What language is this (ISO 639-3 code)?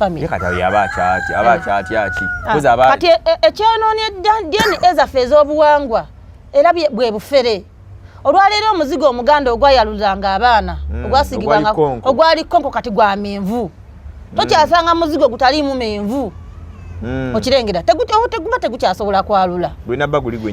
lug